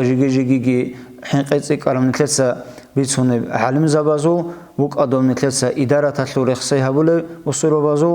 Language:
Avaric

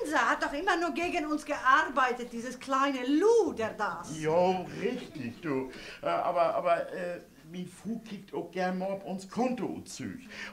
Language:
Low German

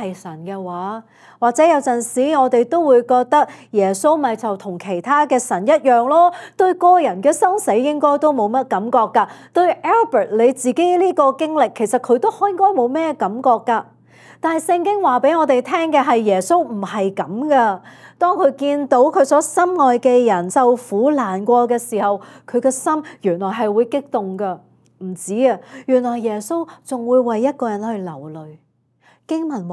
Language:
Cantonese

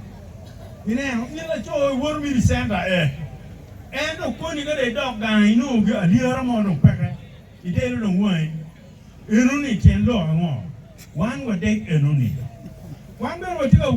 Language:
Acoli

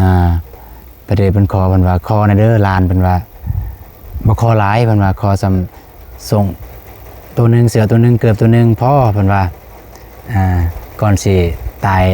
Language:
Lao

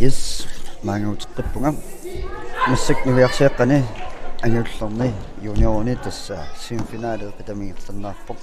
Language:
Kalaallisut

